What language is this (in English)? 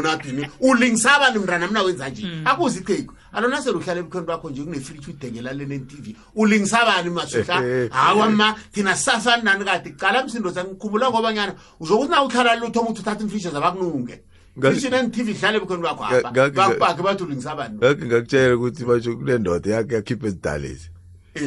South Ndebele